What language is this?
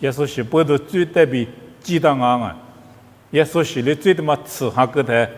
Lisu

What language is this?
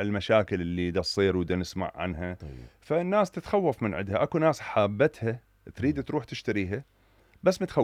Mesopotamian Arabic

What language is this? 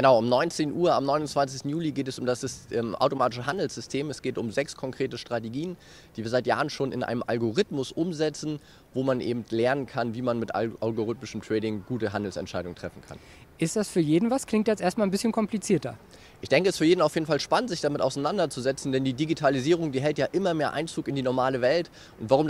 German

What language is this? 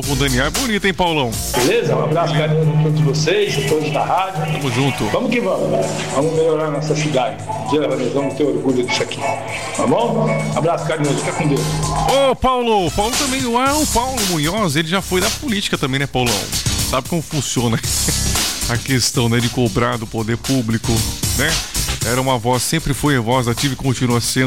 Portuguese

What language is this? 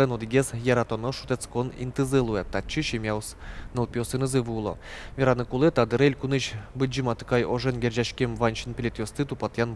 Udmurt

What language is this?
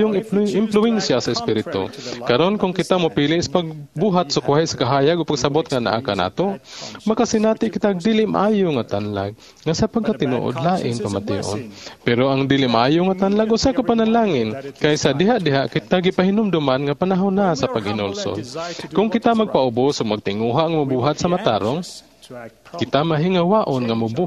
Cebuano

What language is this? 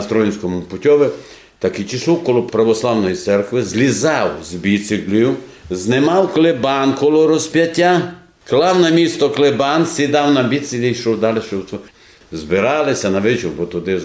Rusyn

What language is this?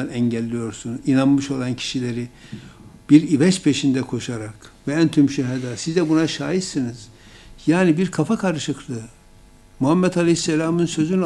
Turkish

